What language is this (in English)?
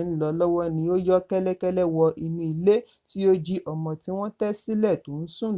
Yoruba